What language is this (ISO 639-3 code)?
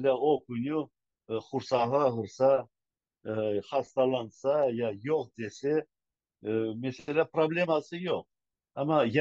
crh